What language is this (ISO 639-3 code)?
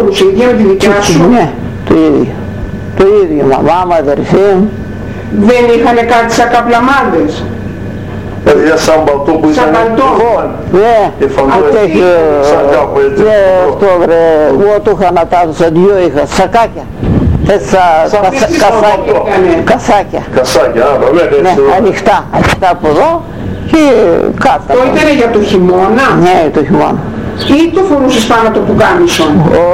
ell